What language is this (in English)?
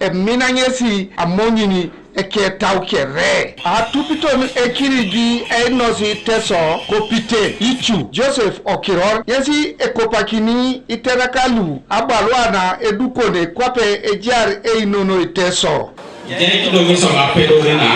Teso